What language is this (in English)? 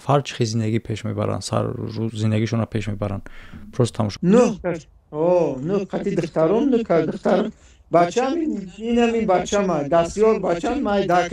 Tajik